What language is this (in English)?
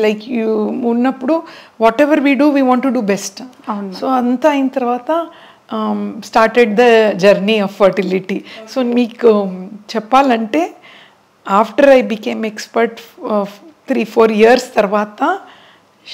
Telugu